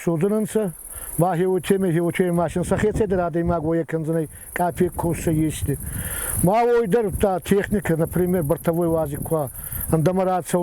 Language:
Ossetic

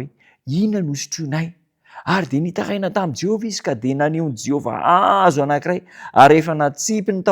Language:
Malagasy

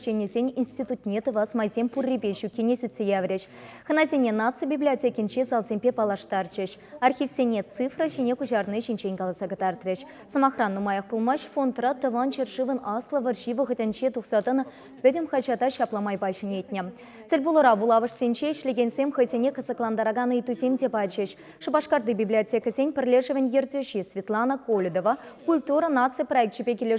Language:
Chuvash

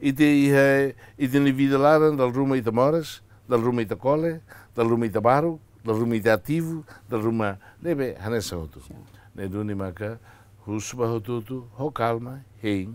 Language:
Tetum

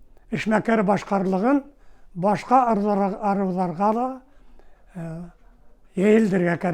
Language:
Bashkir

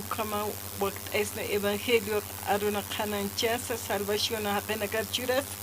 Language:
Aymara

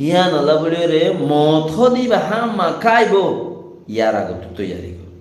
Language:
Rohingya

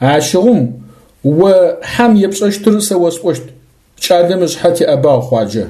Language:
Adyghe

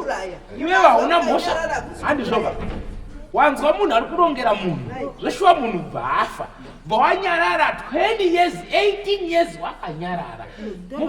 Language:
Shona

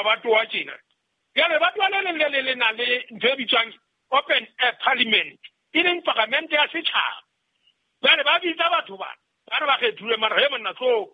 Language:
Southern Sotho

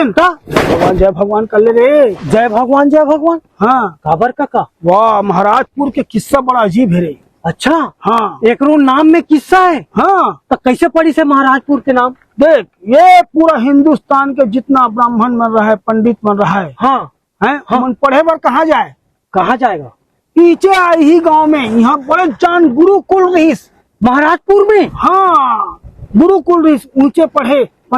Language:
Chhattisgarhi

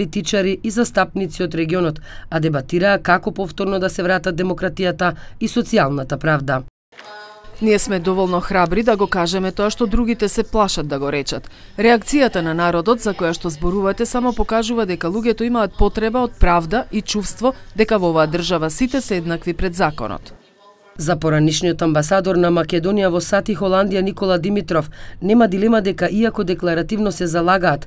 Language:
Macedonian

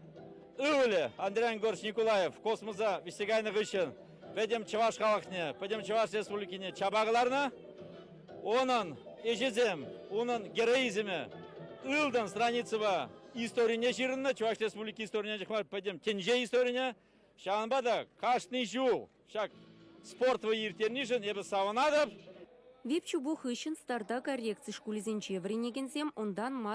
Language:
Chuvash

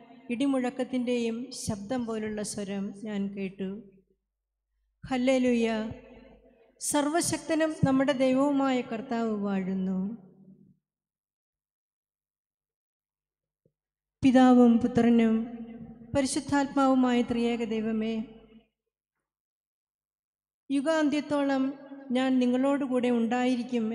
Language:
Malayalam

